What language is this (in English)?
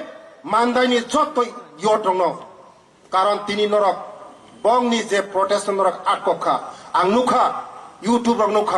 Kok Borok